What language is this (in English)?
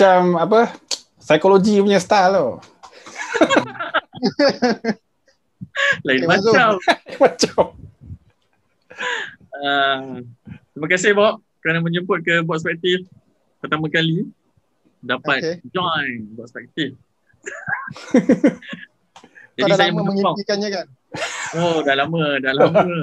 Malay